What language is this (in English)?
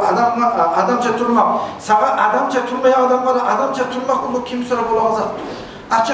Kumyk